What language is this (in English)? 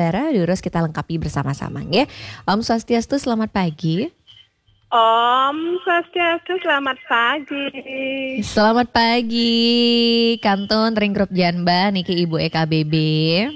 Balinese